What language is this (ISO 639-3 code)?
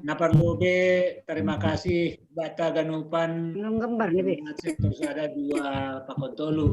bts